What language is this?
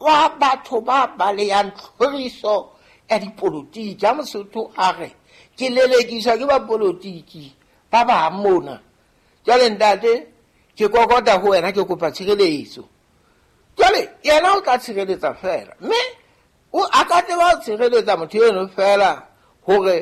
Southern Sotho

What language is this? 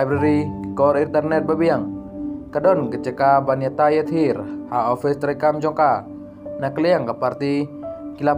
Khasi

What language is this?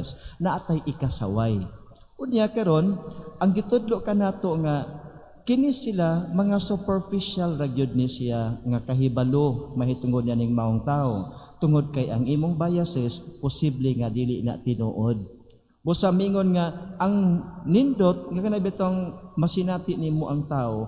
Cebuano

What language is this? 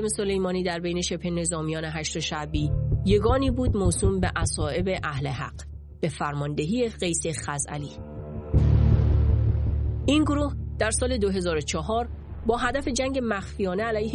Persian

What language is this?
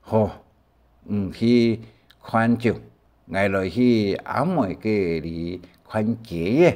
Hakka Chinese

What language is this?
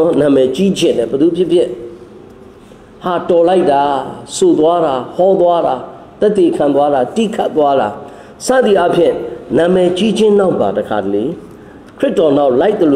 Burmese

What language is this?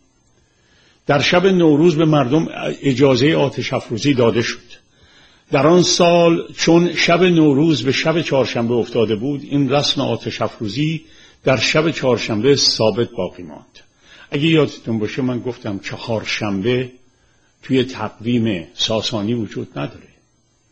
Persian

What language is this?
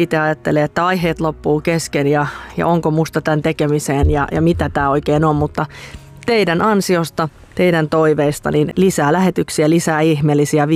Finnish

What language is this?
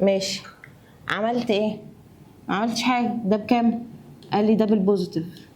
Egyptian Arabic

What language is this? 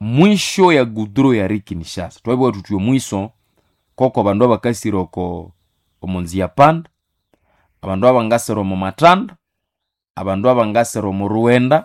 Nande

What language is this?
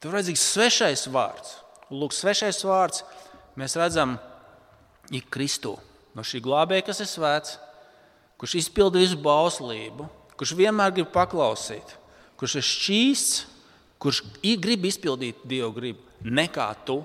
Latvian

